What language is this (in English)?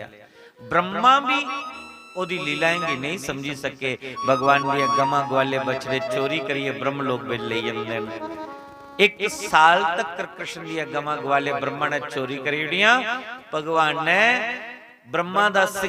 Dogri